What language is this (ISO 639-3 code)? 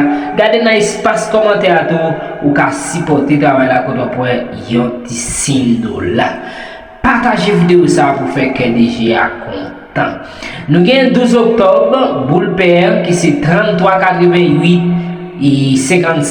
hat